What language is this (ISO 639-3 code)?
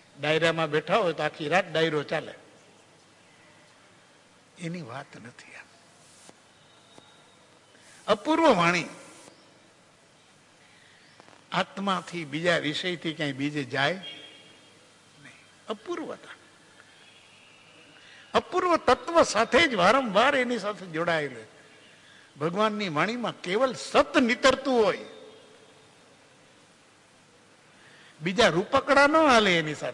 guj